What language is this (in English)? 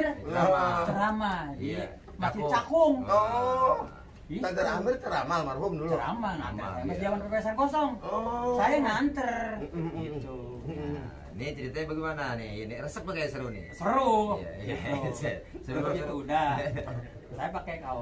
Betawi